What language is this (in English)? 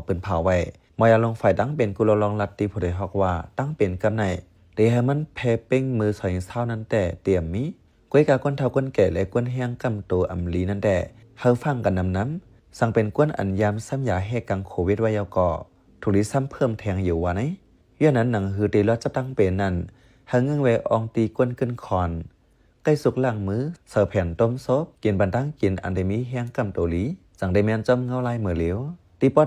Shan